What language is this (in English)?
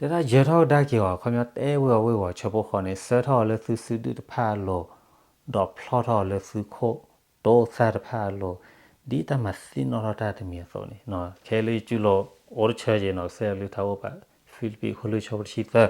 S'gaw Karen